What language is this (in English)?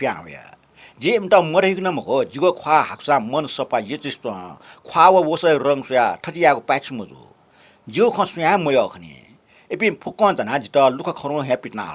Newari